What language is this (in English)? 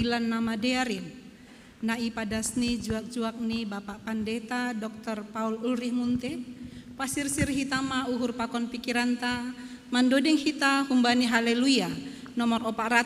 Batak Simalungun